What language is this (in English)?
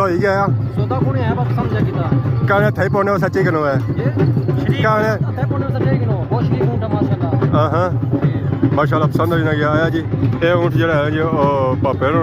Pahari-Potwari